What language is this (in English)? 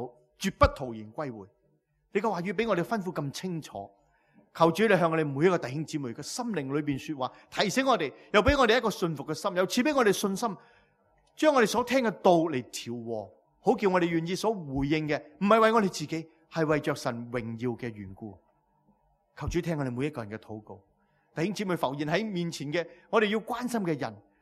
Cantonese